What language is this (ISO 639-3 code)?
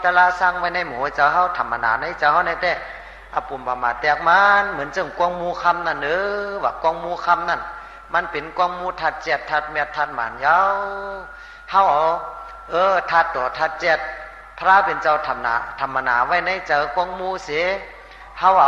shn